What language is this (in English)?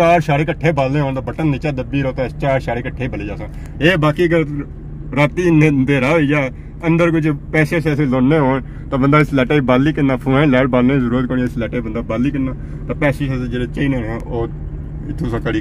Pahari-Potwari